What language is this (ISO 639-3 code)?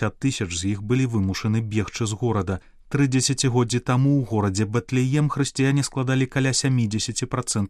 bel